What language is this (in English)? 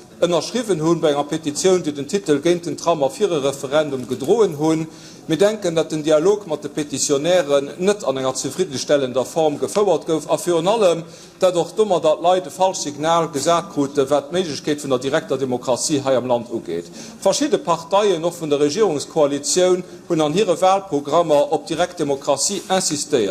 Luxembourgish